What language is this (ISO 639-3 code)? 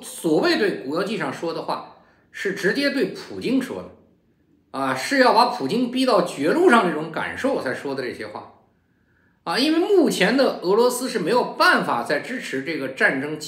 zho